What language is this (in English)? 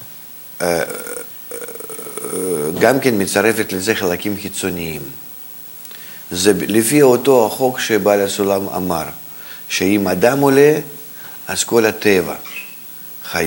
Hebrew